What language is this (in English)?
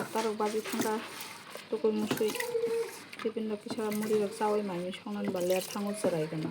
Kok Borok